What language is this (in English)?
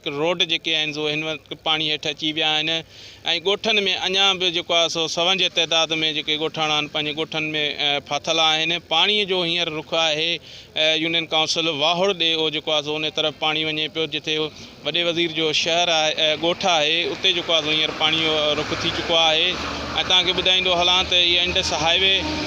Sindhi